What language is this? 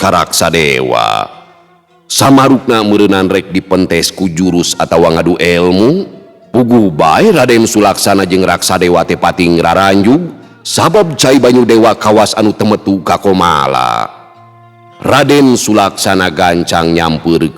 Sundanese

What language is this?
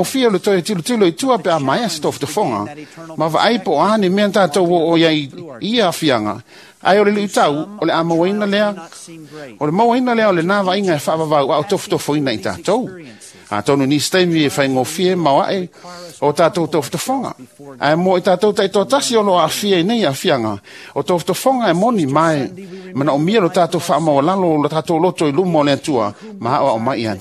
Samoan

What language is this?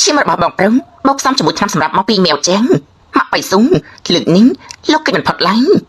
Khmer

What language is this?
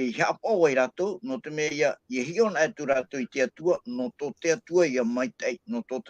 Tahitian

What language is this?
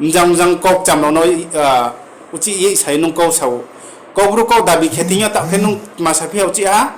Riang (India)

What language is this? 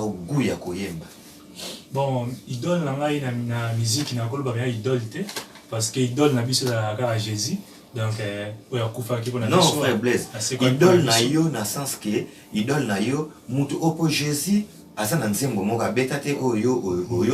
Lingala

